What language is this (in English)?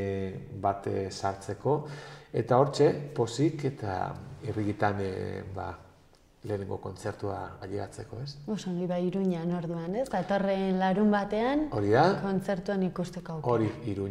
Basque